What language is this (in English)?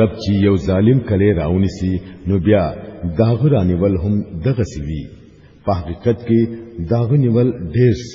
Pashto